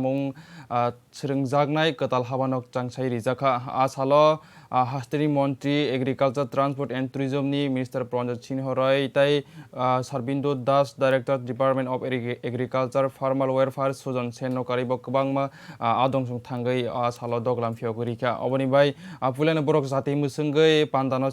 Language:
Kok Borok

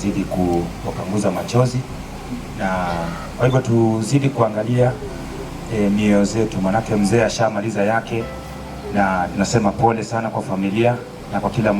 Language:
Swahili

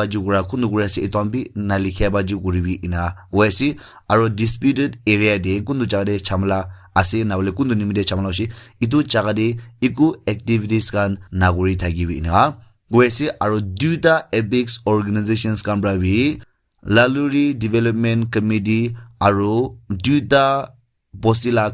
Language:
Naga Pidgin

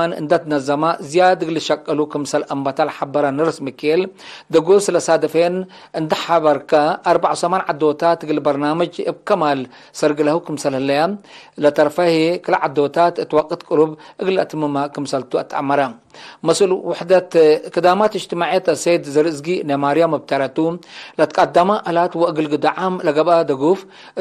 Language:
Tigre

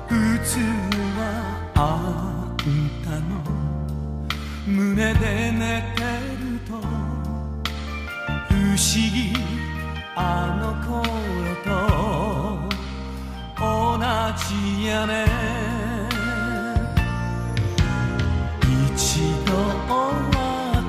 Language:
Japanese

